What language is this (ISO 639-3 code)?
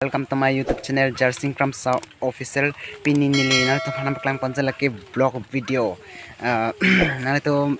mjw